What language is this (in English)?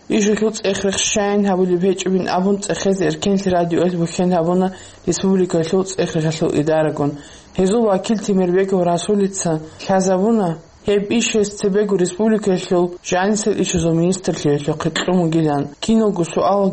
Avaric